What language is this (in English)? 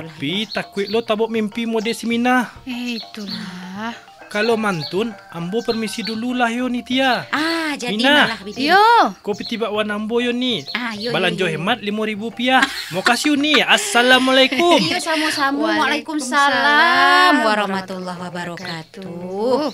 Minangkabau